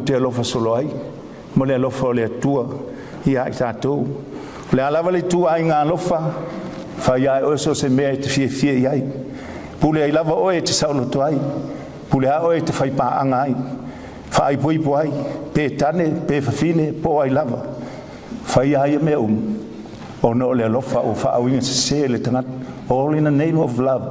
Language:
Samoan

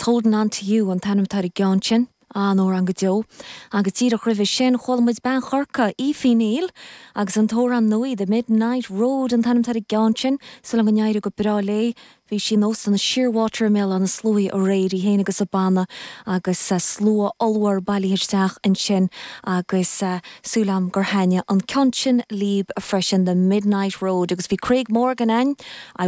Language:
Irish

